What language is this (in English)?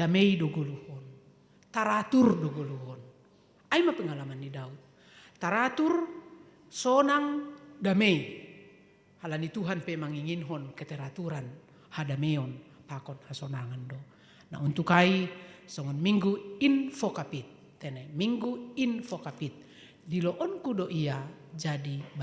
Batak Simalungun